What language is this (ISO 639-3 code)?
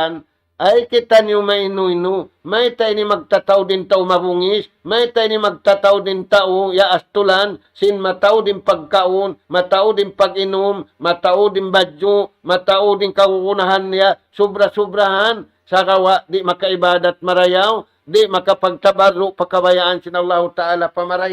tsg